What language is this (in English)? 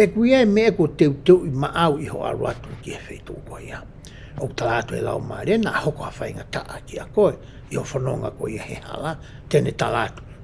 Tongan